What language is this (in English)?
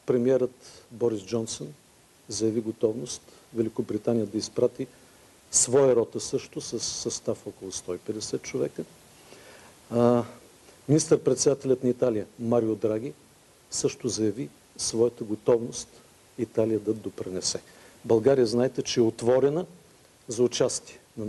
Bulgarian